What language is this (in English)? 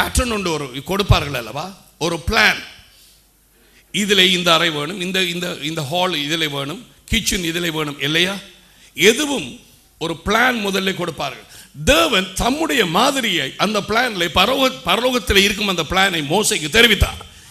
Tamil